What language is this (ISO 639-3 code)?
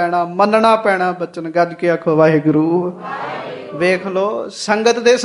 pan